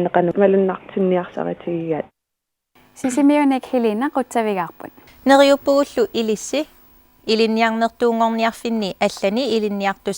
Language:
Kalaallisut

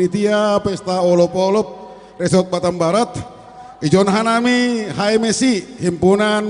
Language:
Batak Simalungun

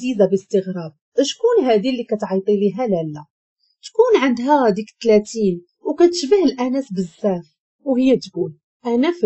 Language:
Moroccan Arabic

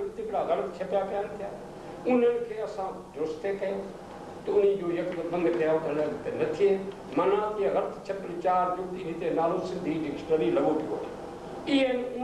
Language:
Sindhi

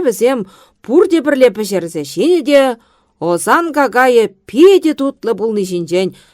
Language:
Chuvash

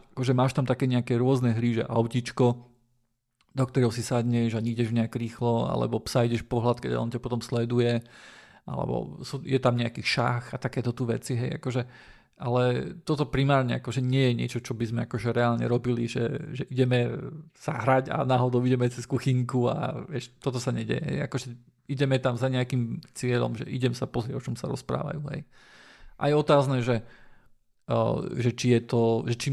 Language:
Slovak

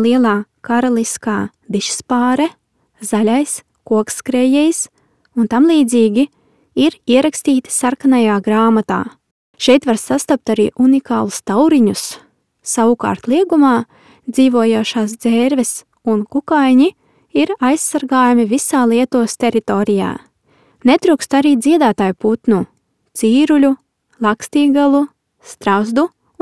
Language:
Latvian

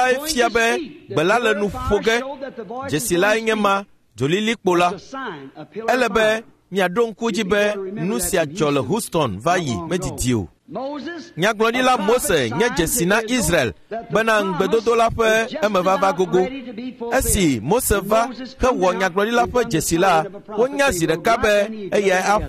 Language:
Ewe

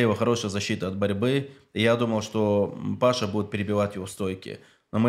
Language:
Russian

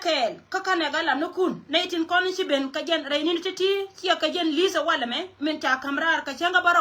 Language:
Nuer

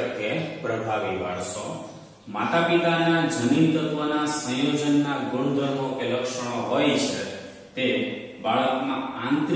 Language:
Gujarati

